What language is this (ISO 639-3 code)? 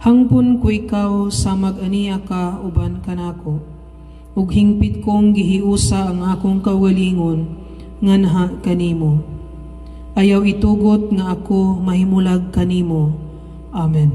ceb